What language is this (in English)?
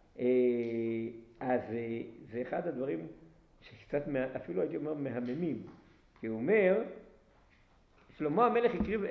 Hebrew